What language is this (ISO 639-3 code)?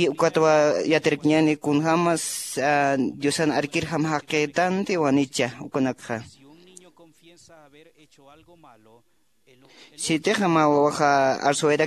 aym